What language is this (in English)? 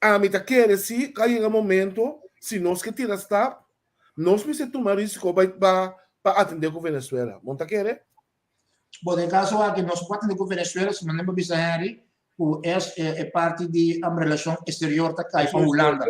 Papiamento